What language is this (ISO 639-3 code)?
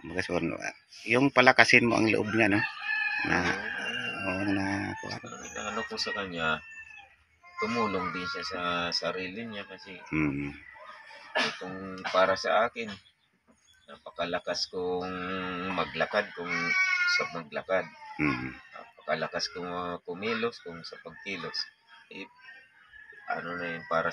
fil